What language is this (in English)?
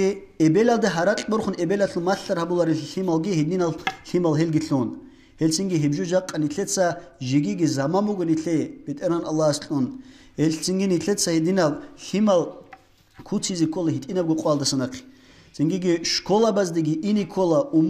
Avaric